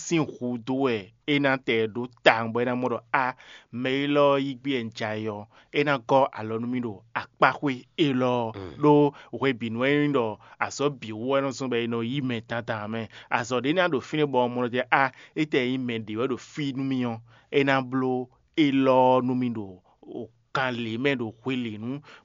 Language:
Fon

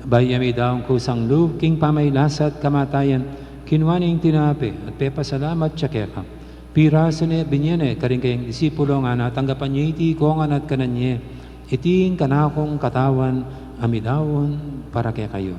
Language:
Pampanga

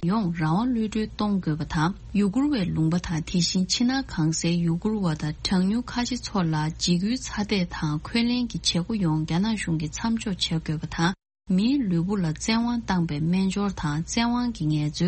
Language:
Tibetan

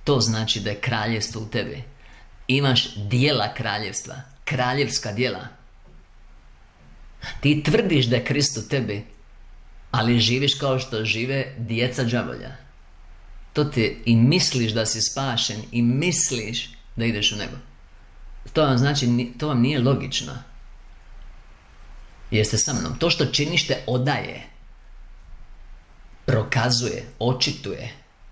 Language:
Croatian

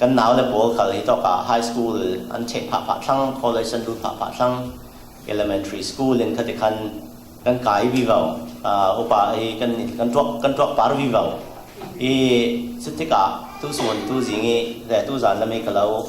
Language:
Falam Chin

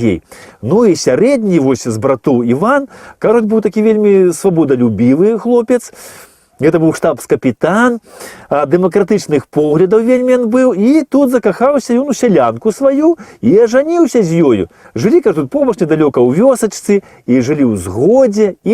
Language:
Belarusian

